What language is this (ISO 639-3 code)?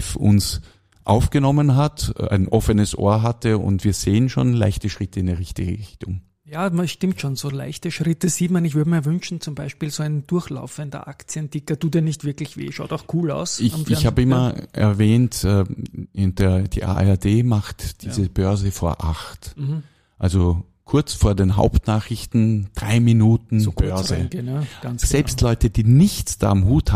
deu